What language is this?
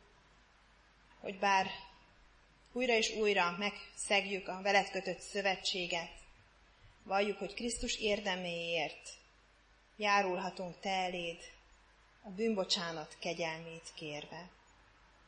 Hungarian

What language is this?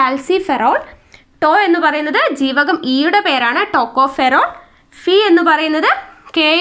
Malayalam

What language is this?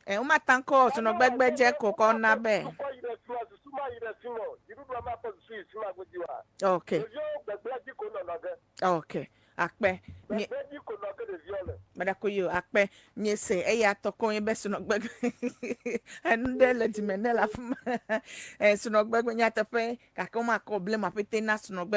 Ewe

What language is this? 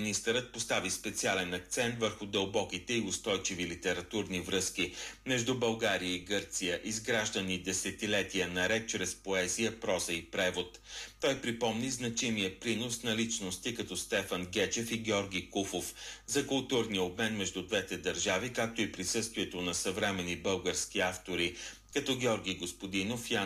Bulgarian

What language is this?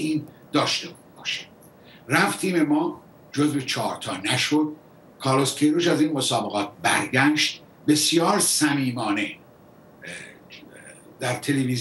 Persian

